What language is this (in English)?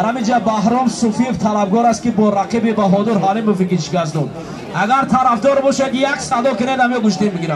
Tajik